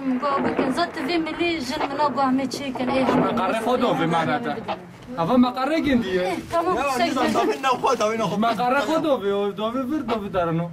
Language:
Kurdish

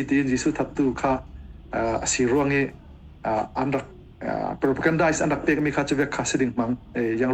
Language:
Falam Chin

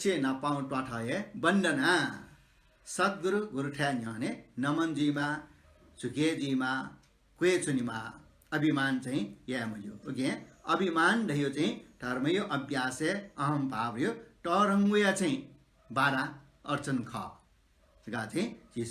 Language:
Newari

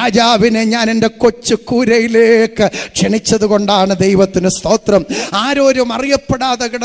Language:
Malayalam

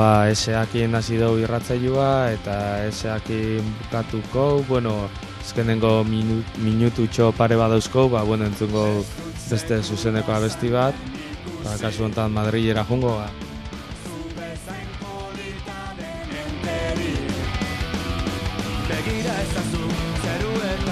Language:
Basque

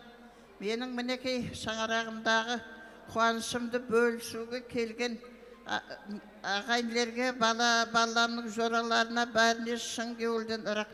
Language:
Kara-Kalpak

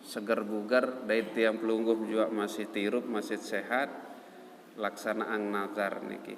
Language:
Sasak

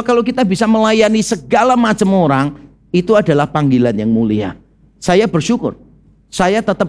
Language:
Indonesian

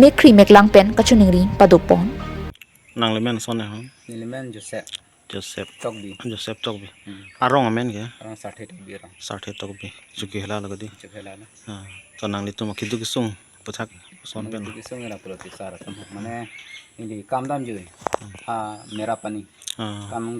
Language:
Karbi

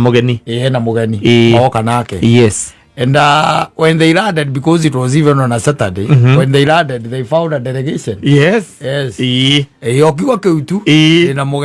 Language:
Kikuyu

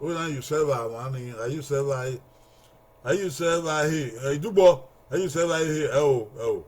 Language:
Bini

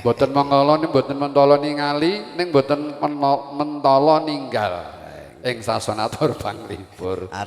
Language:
Javanese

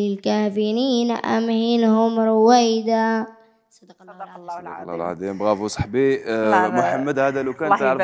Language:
Algerian Arabic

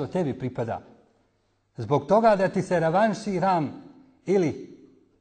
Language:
Bosnian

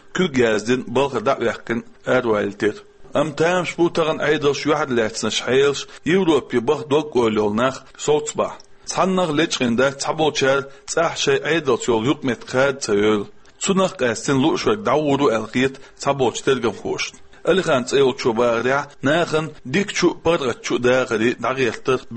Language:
Chechen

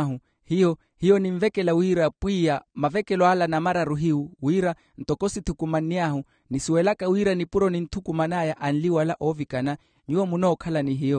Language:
Makhuwa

